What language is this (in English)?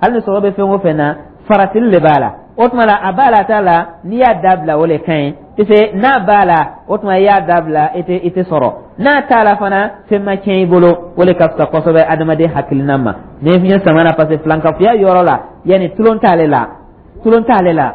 Dyula